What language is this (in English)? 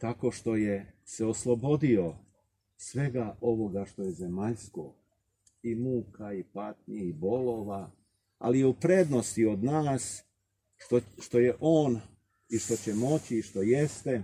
Serbian